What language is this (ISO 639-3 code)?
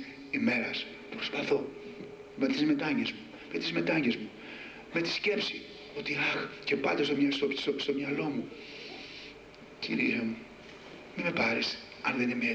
ell